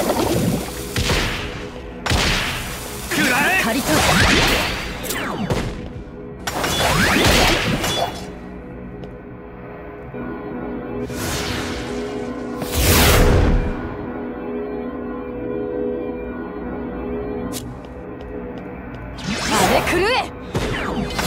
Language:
Japanese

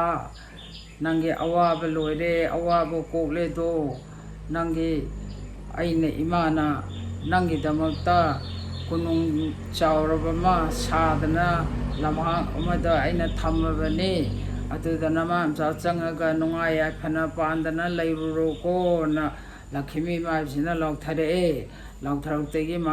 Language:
Manipuri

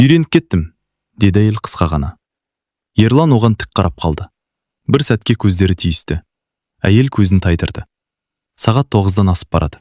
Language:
Kazakh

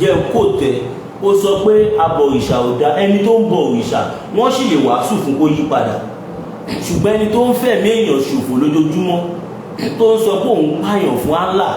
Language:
Yoruba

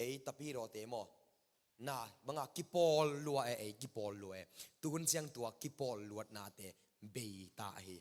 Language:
Tedim Chin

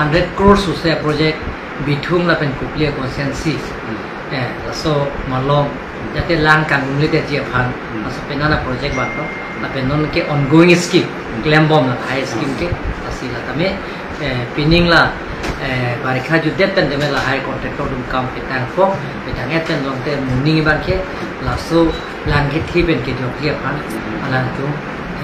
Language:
Karbi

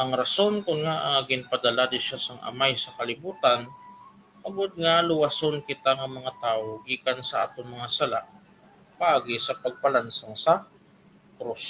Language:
Hiligaynon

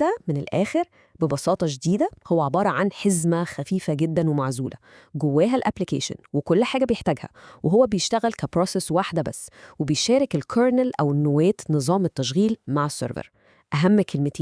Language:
Egyptian Arabic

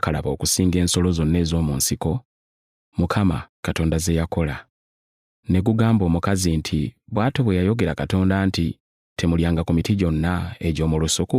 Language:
Ganda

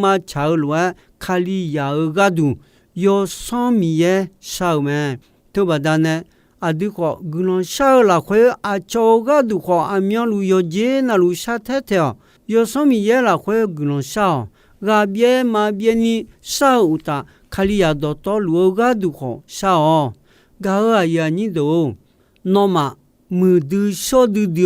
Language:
Akha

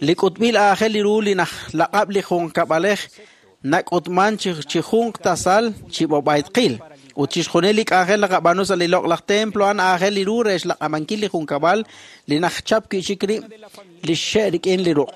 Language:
Kekchí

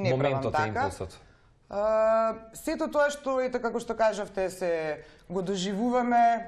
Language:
Macedonian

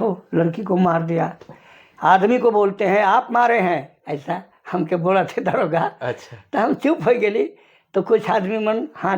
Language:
Sadri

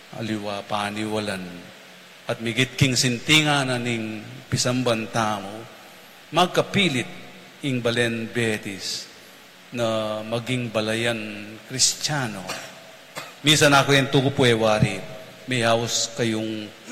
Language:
Pampanga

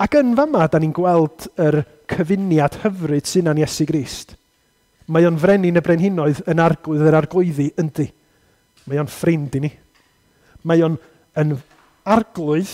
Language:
Welsh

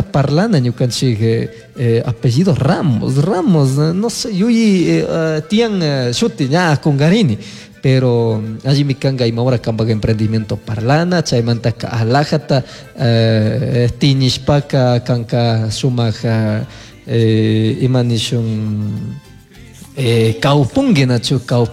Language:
Chimborazo Highland Quichua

